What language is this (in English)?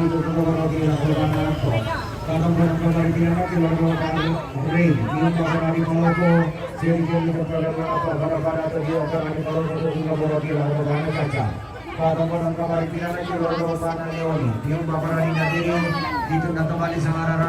Toraja-Sa'dan